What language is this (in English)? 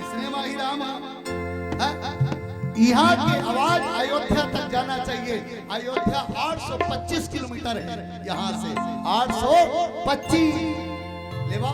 Chhattisgarhi